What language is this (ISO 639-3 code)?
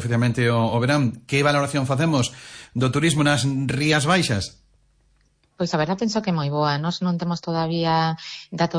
glg